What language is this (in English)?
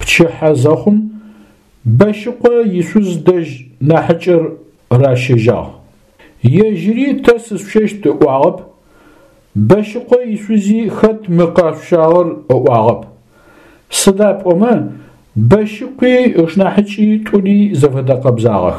Adyghe